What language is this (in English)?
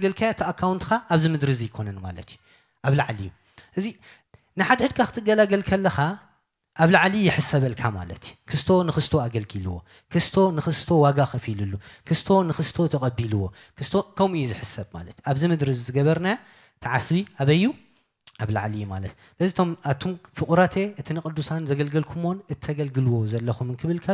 Tigrinya